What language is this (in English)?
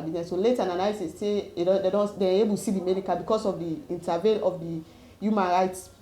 Nigerian Pidgin